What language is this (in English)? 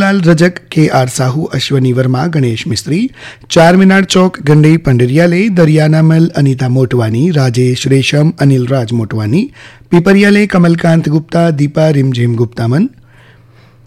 Chhattisgarhi